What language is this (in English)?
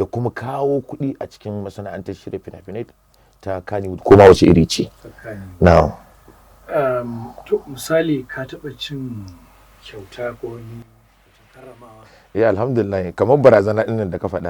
Hausa